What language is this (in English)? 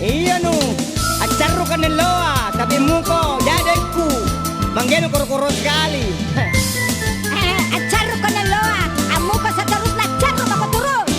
Makasar